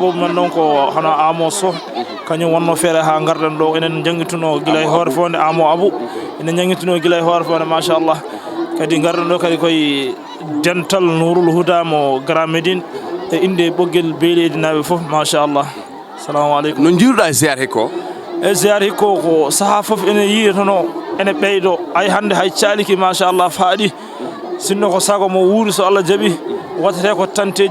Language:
Fula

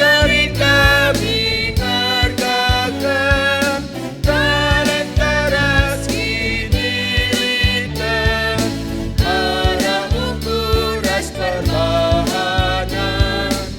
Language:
Batak Karo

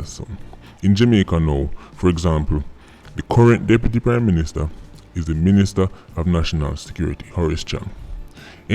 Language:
Jamaican Creole English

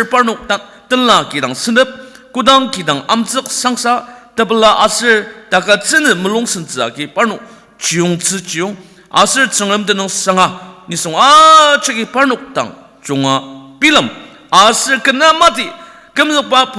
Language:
Ao Naga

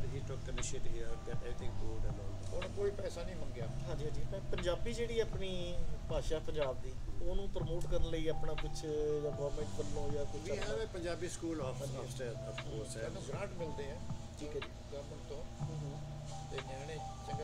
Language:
Punjabi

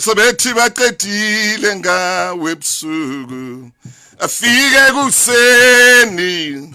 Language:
Southern Sotho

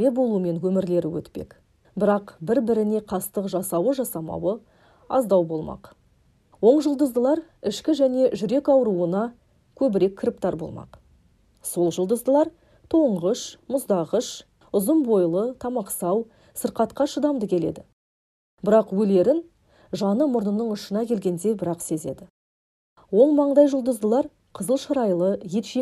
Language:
Kazakh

